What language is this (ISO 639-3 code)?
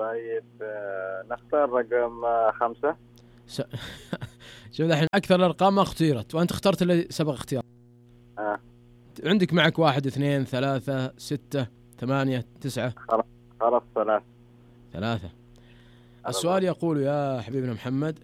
ars